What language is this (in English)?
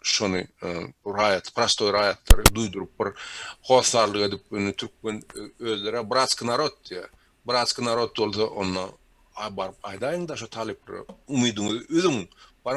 Turkmen